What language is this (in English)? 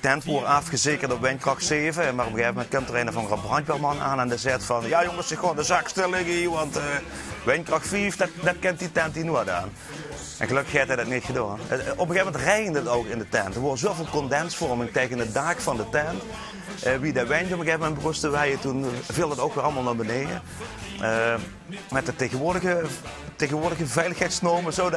Limburgish